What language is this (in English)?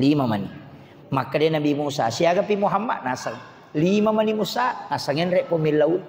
Buginese